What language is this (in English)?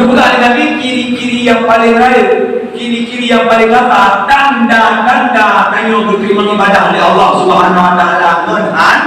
Achinese